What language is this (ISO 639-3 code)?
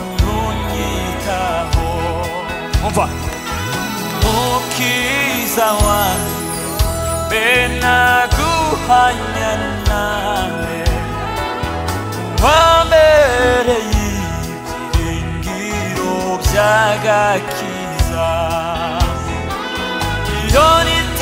kin